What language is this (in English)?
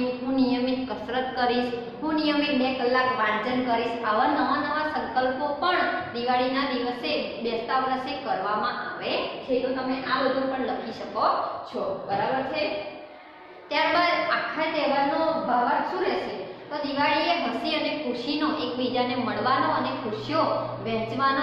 Gujarati